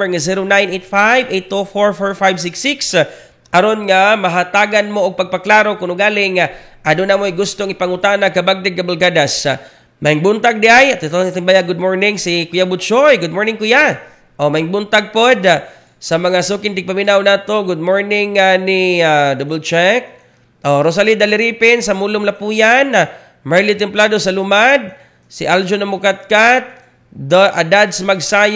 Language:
Cebuano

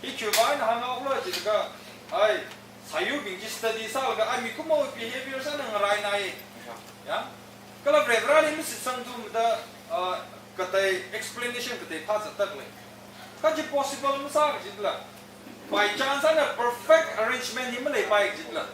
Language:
Tangkhul Naga (India)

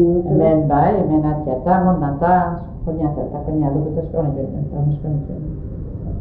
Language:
Basque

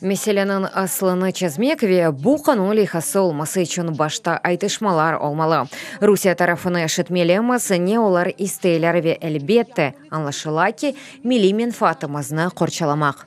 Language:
Crimean Tatar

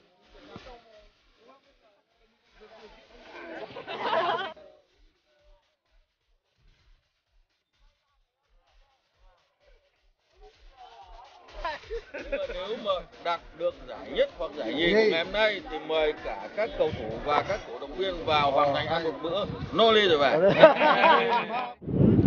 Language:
Vietnamese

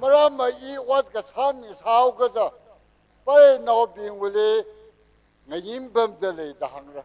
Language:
Tangkhul Naga (India)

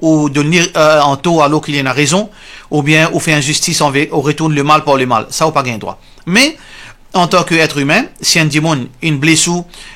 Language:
Morisyen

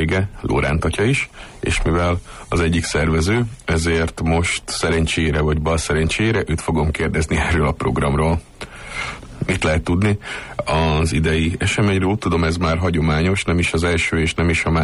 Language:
Hungarian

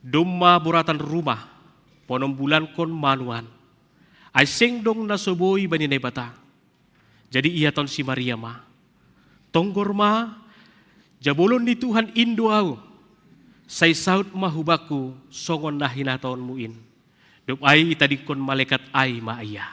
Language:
Batak Simalungun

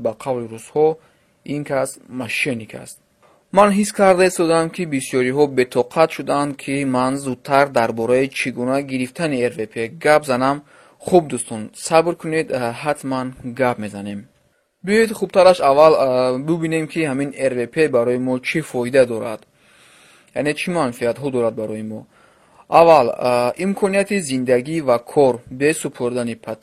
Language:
Tajik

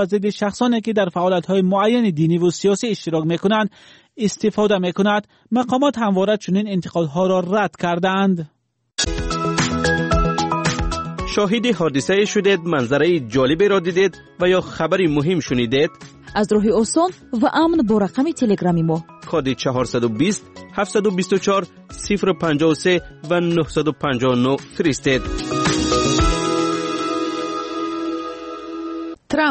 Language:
Persian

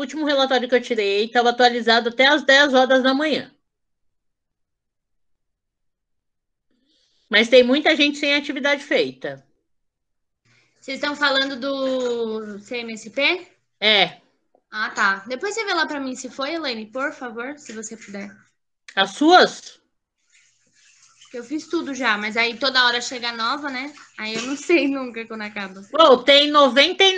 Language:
Portuguese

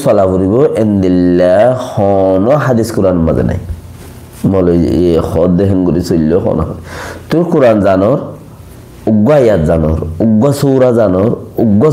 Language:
Rohingya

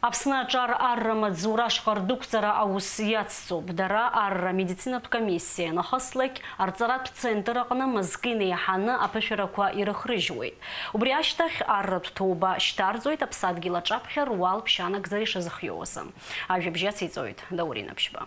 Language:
Abkhazian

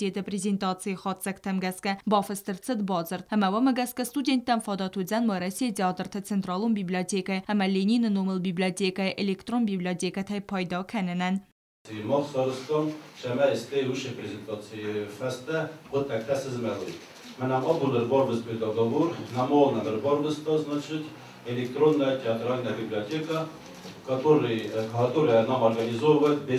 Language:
Ossetic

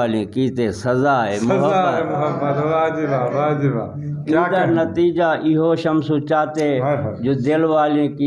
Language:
Saraiki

